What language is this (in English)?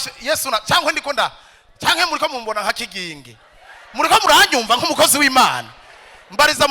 Rundi